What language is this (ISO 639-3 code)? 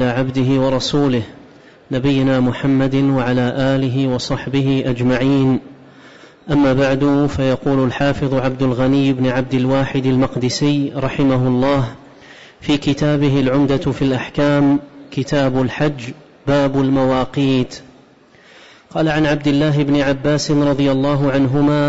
ara